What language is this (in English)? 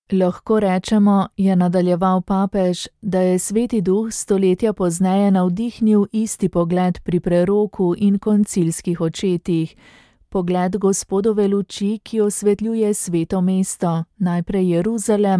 Slovenian